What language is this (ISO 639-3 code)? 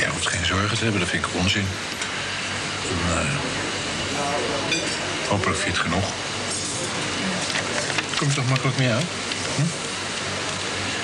nld